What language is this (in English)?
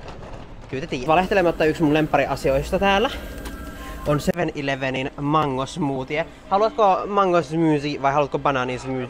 Finnish